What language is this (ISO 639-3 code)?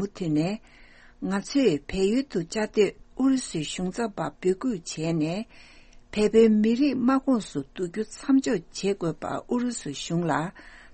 bod